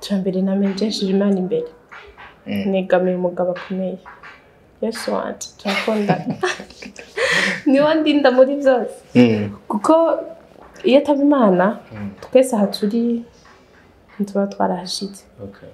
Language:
Rundi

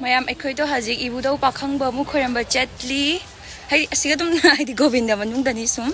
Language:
Manipuri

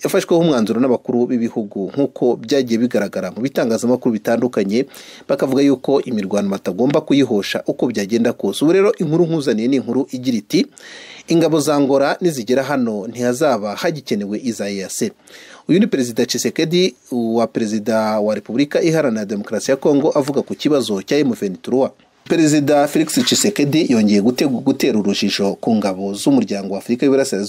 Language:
Kinyarwanda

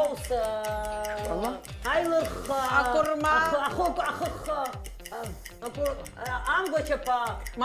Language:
Abkhazian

